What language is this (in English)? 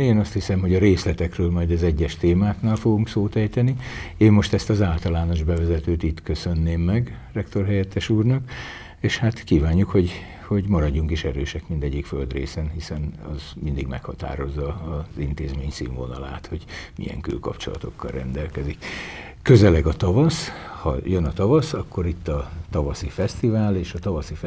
Hungarian